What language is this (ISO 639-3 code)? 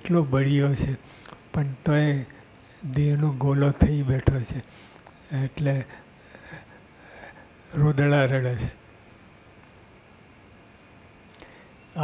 guj